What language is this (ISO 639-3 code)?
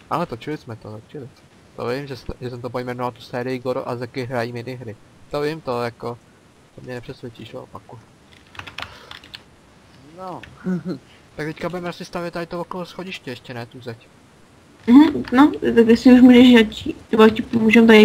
ces